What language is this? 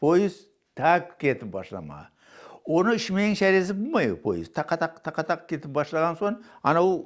Crimean Tatar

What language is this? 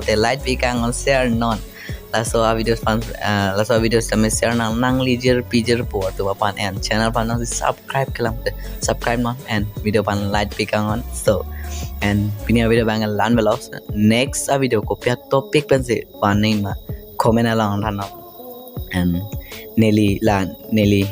Karbi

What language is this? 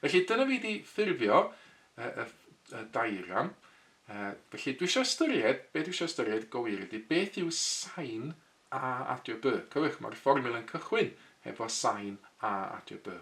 Welsh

